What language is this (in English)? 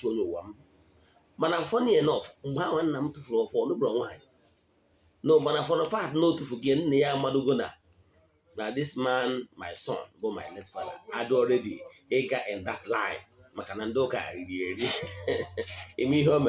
Igbo